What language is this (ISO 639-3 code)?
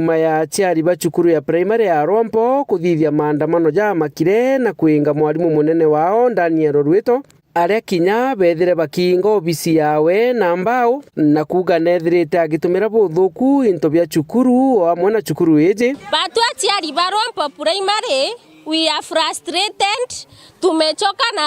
mer